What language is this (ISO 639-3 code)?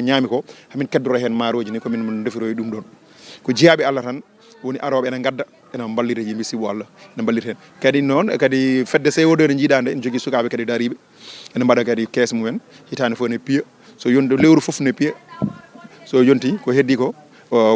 ful